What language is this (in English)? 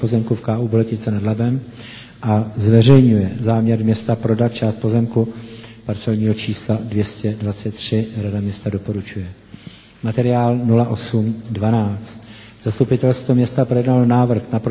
Czech